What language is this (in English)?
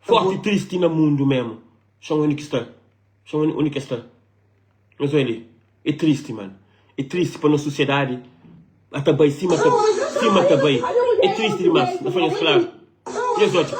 Kabuverdianu